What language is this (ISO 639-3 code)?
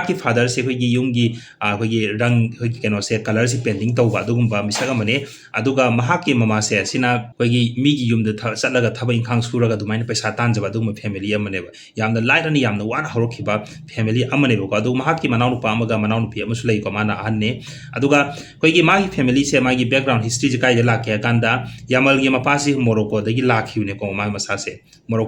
mni